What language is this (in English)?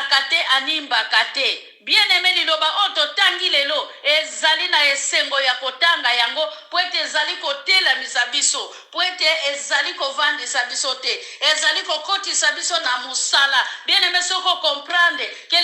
Lingala